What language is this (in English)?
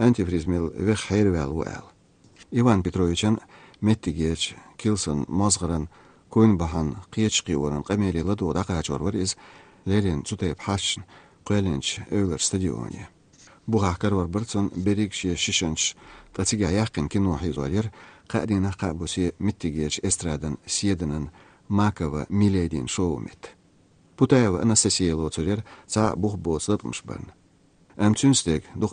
Chechen